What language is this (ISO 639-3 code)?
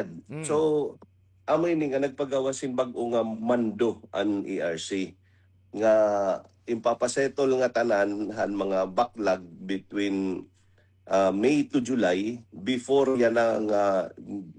war